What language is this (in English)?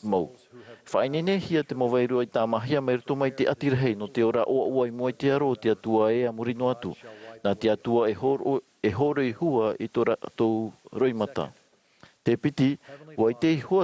Tahitian